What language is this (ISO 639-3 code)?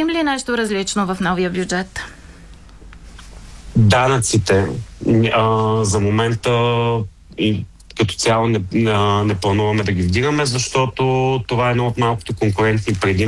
bul